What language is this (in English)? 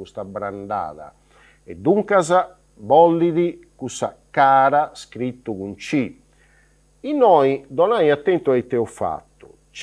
Sardinian